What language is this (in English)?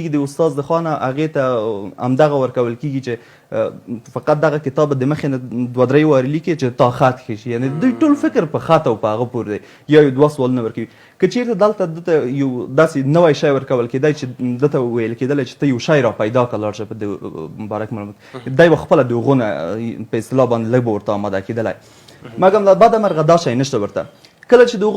Pashto